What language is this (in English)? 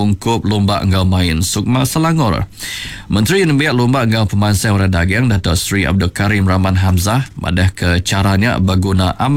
Iban